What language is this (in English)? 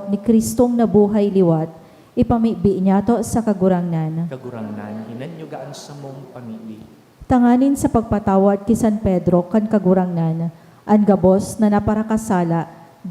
Bikol